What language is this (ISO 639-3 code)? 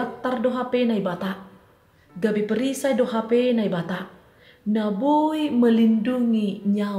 bts